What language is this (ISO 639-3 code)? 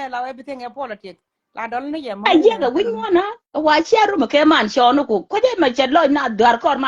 nus